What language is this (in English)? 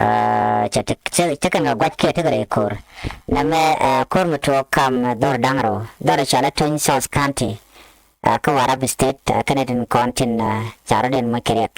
Nuer